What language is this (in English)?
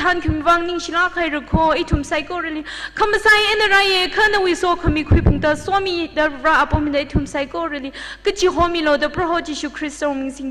Tangkhul Naga (India)